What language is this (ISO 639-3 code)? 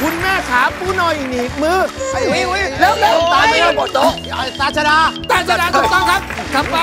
tha